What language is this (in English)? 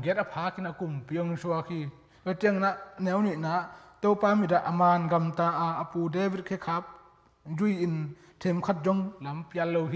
Tedim Chin